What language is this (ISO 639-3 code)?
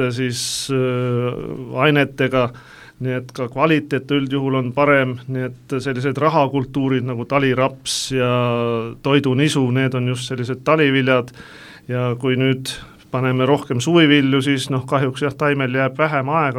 est